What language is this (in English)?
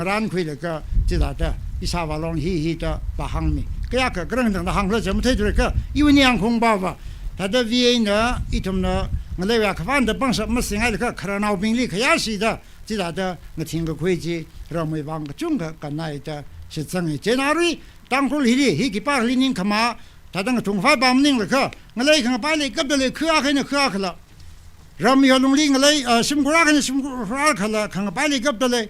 Tangkhul Naga (India)